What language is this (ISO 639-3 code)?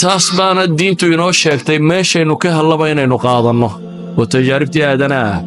som